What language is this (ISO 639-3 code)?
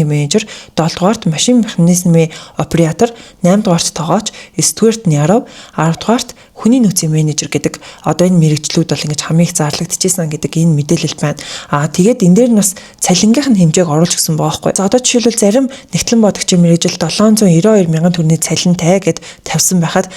mon